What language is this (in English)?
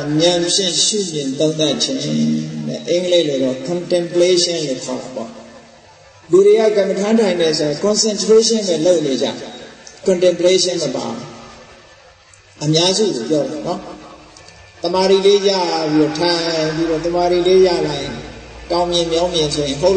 Burmese